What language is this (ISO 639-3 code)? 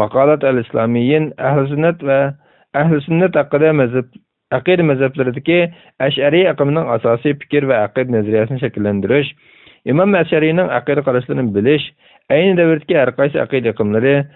uig